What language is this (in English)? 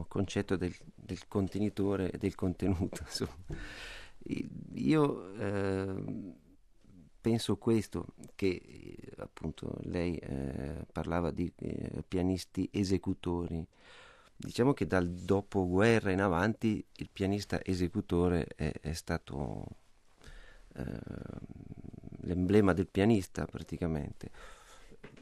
Italian